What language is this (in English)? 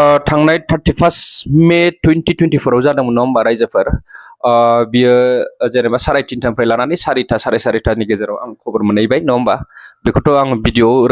Bodo